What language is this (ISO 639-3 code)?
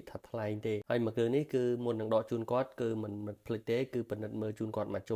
khm